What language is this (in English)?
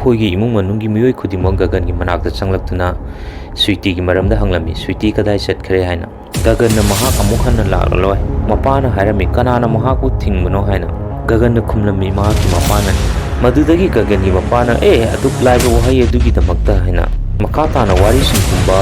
Manipuri